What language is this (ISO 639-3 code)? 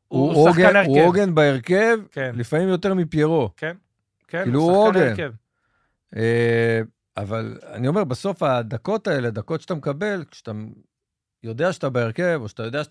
heb